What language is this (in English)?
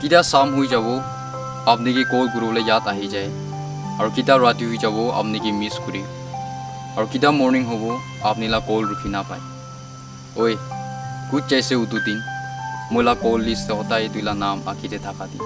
Naga Pidgin